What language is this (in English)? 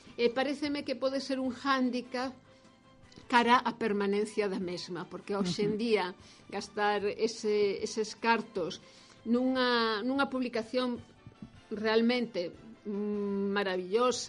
Galician